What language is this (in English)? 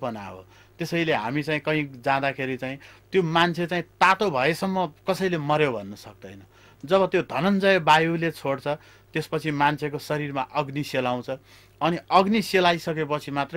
Nepali